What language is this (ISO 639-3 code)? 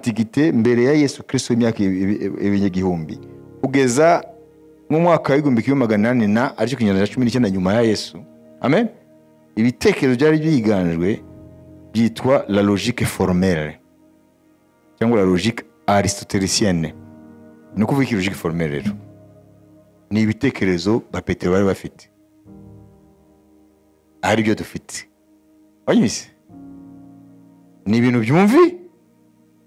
kin